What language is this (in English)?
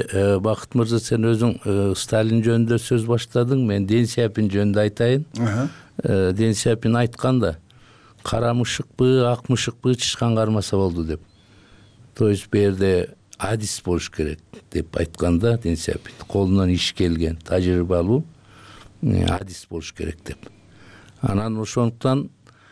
Kyrgyz